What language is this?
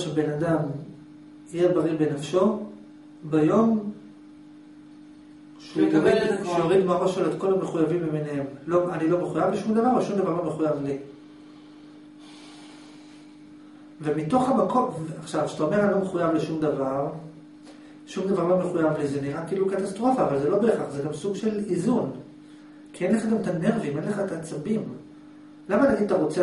Hebrew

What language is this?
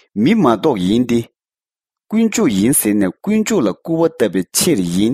Tibetan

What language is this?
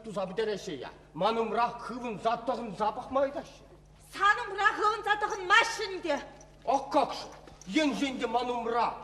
Chuvash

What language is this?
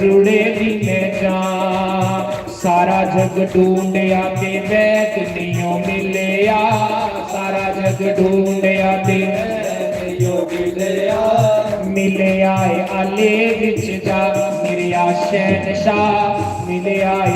Dogri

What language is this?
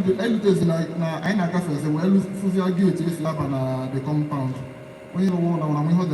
Igbo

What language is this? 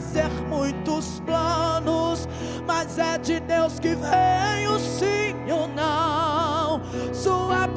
Portuguese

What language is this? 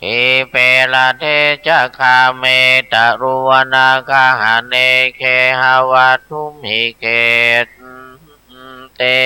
Pali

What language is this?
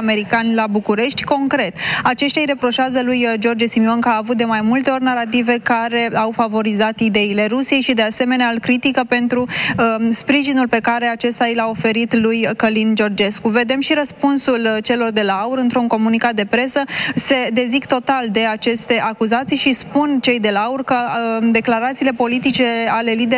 Romanian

